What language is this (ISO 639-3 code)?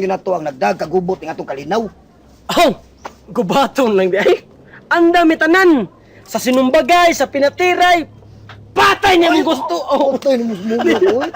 ceb